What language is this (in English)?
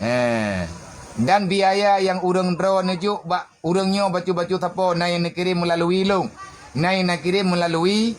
Achinese